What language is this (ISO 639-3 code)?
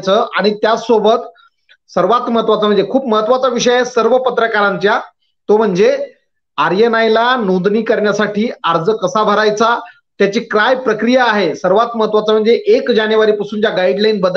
mar